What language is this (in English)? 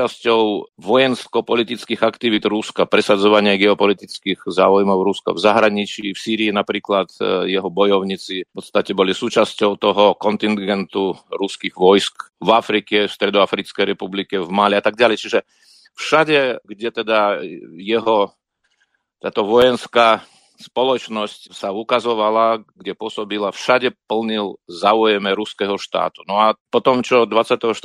Slovak